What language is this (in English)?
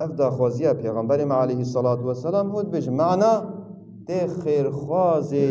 Kurdish